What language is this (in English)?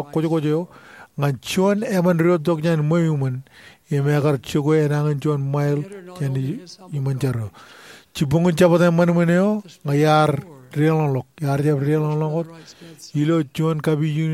Marshallese